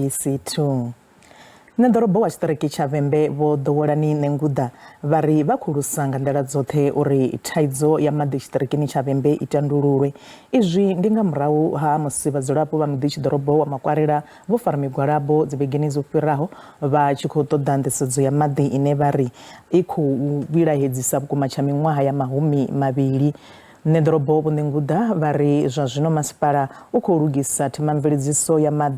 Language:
Venda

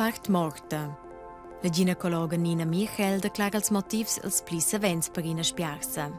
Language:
Romansh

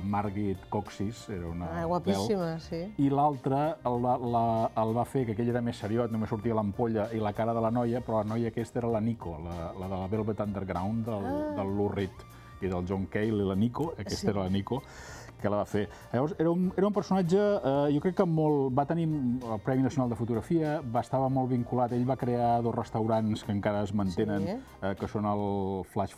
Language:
Catalan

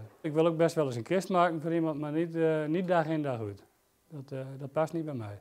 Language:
Western Frisian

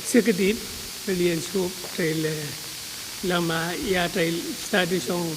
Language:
Pohnpeian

